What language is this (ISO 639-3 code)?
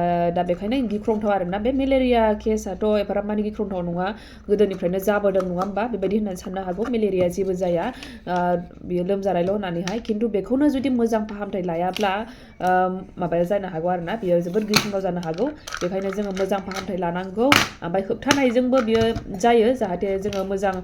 brx